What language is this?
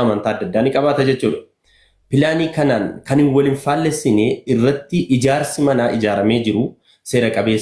Oromo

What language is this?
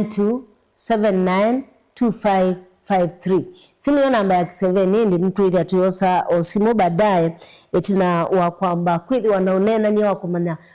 Kamba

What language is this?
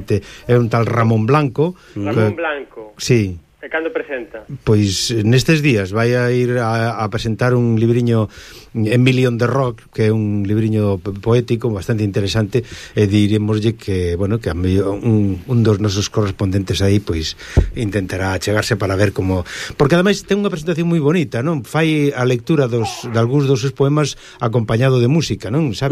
Galician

